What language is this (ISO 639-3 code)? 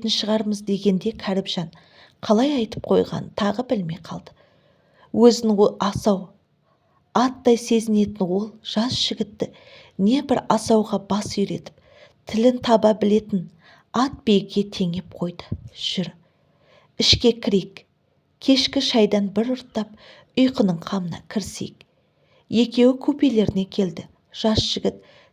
kaz